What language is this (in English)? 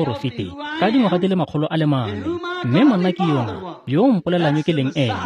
Tswana